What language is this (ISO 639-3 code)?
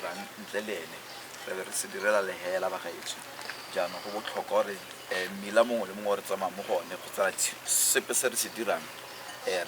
tsn